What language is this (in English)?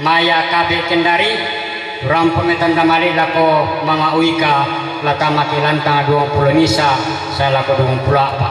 Toraja-Sa'dan